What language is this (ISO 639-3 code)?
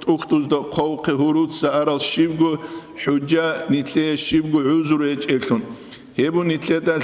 ava